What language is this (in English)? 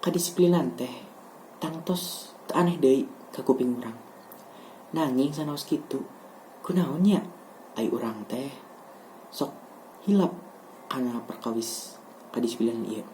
Sundanese